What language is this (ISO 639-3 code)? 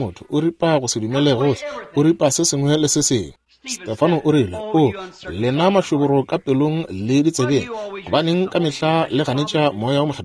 nso